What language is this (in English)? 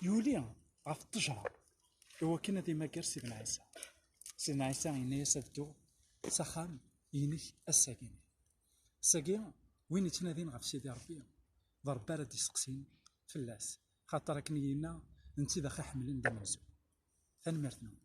Kabyle